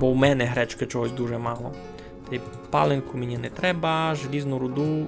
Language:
Rusyn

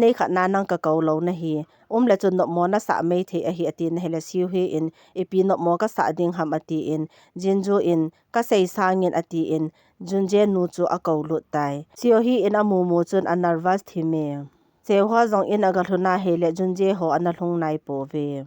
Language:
Thado Chin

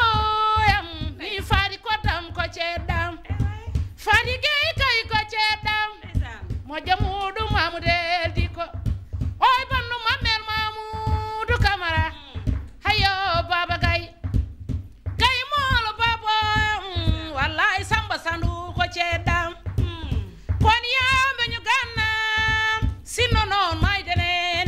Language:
Fula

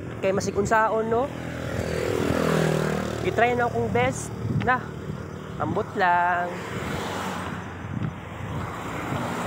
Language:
Cebuano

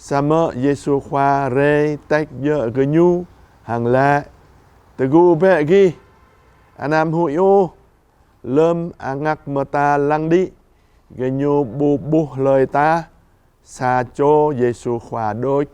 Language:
Jarai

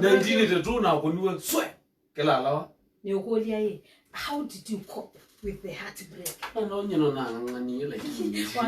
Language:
Kamba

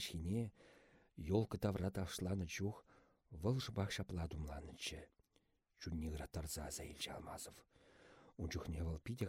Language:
Chuvash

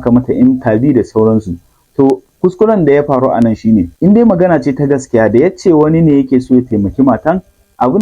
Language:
Hausa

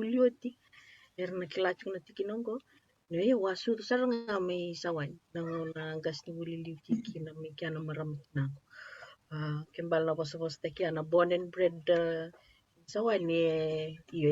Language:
Fijian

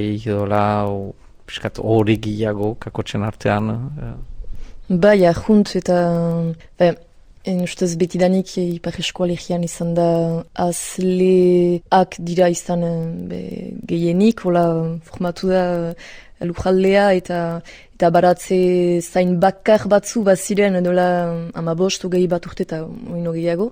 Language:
Basque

